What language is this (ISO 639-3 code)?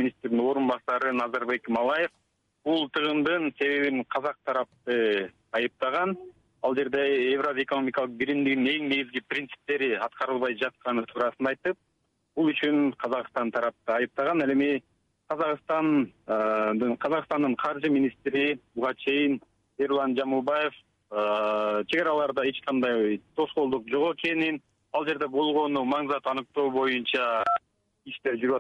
kir